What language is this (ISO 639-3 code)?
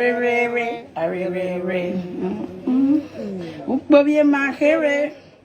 pcm